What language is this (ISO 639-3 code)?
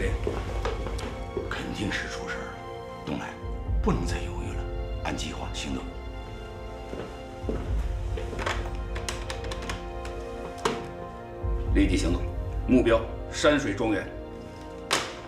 zho